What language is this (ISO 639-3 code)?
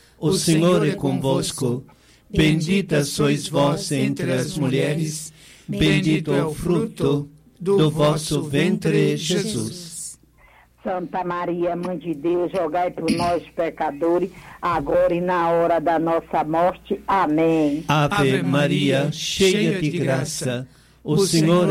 por